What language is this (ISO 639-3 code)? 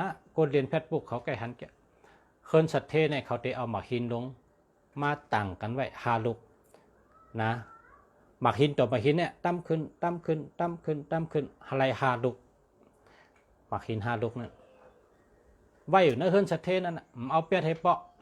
shn